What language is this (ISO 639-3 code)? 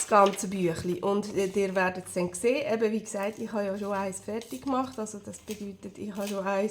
gsw